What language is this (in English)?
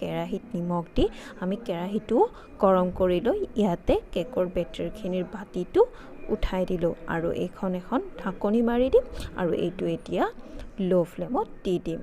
Assamese